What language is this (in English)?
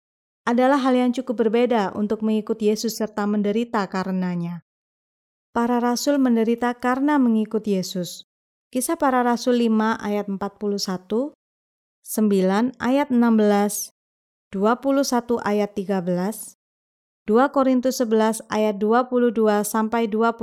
Indonesian